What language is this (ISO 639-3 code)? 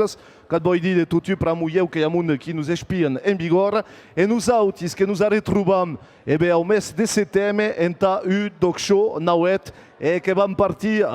oci